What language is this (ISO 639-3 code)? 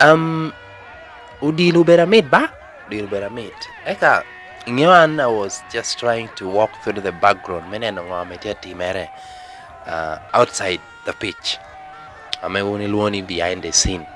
laj